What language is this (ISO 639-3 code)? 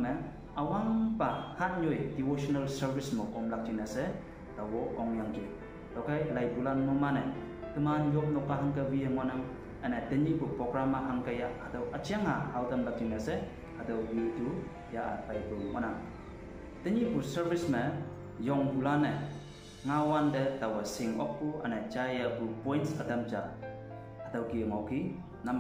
nbe